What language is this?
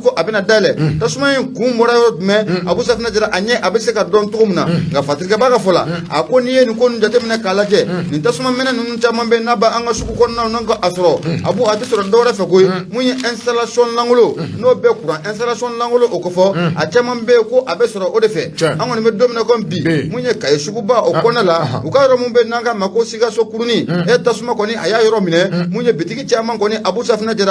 Bambara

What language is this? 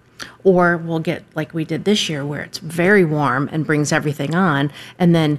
English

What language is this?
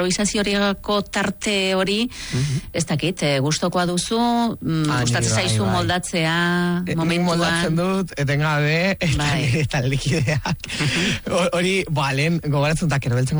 Basque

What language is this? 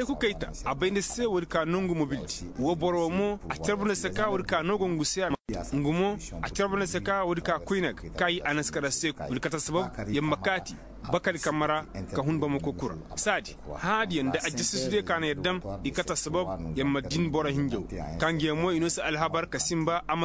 Koyraboro Senni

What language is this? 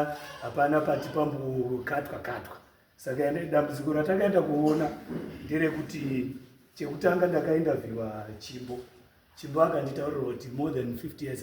Shona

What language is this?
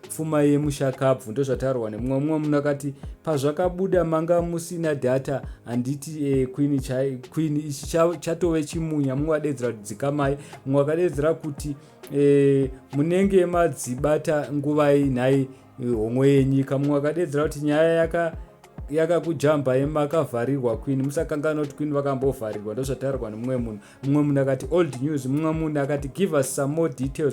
Shona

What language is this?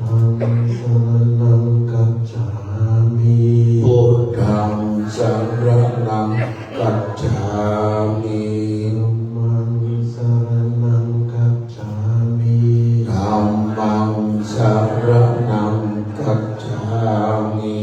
Pali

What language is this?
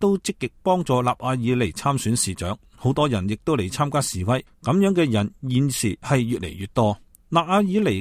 Cantonese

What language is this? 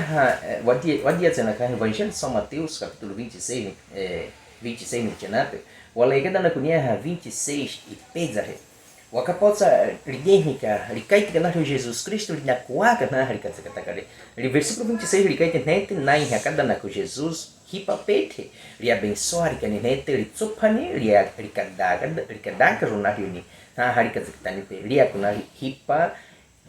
Baniwa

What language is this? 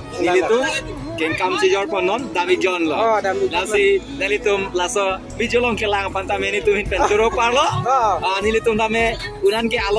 Karbi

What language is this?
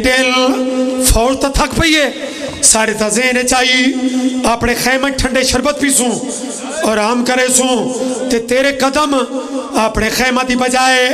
Pahari-Potwari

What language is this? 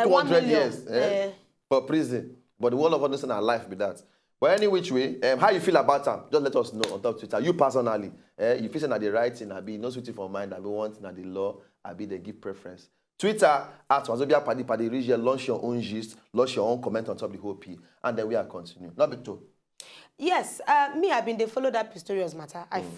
Nigerian Pidgin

